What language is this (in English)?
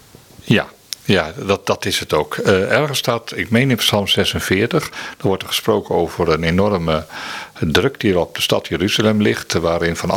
Dutch